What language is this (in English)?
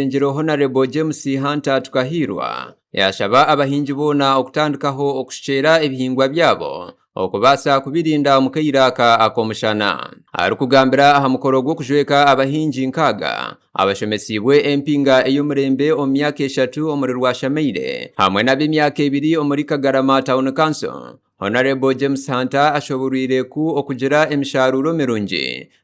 Nyankole